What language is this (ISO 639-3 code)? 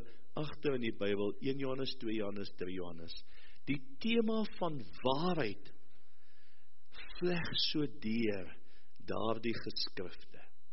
afr